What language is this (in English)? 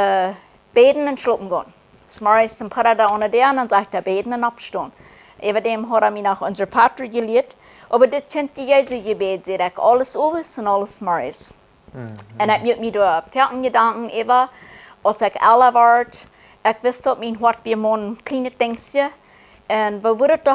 Plautdietsch